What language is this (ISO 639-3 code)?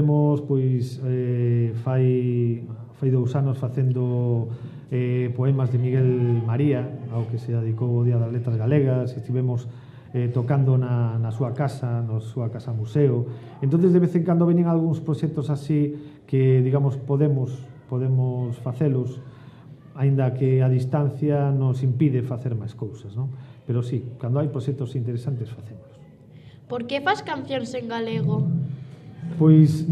glg